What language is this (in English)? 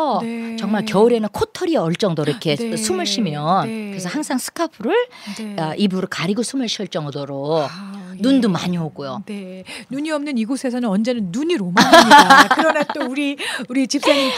Korean